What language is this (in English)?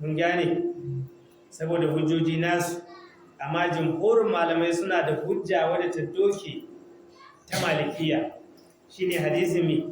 Hausa